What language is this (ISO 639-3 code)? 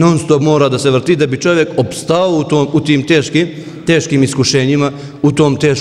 bos